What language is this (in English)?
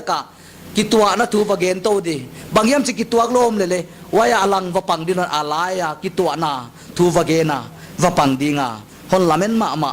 Paite Chin